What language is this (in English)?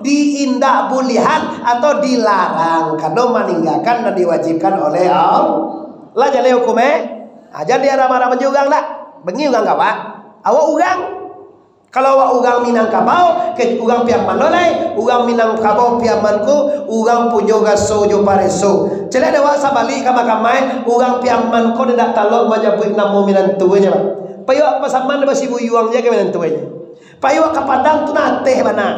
Minangkabau